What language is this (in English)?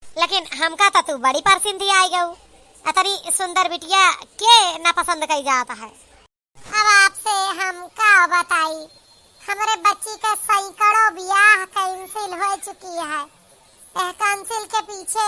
Awadhi